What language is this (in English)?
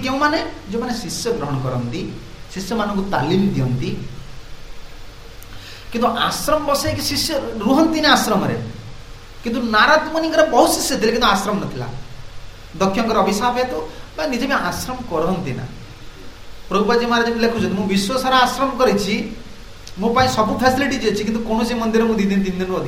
Odia